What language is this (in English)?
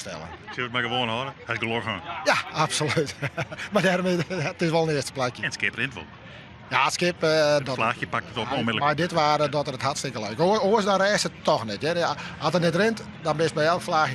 Western Frisian